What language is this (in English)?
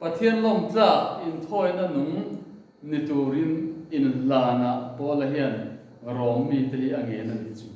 Mizo